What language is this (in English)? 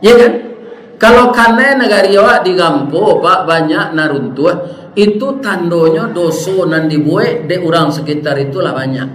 Minangkabau